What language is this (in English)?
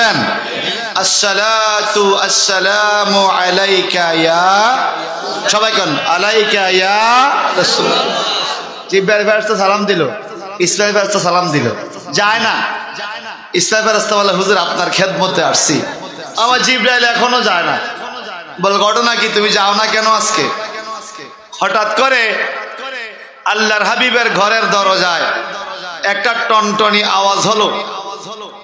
Bangla